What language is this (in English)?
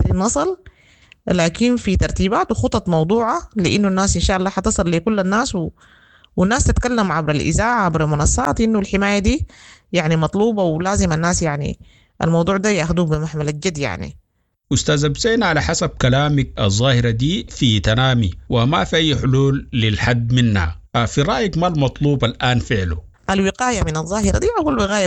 Sudanese Arabic